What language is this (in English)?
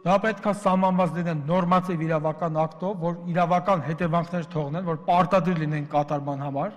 Armenian